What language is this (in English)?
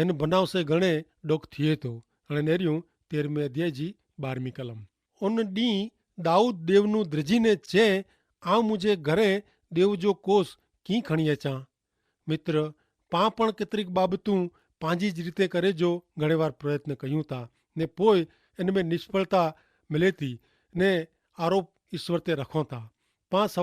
Kachhi